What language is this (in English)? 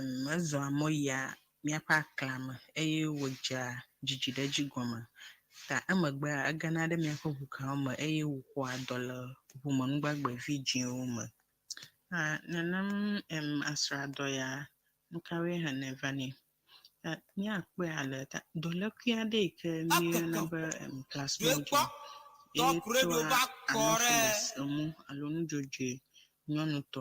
Ewe